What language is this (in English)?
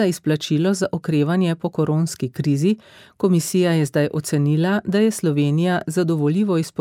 Slovenian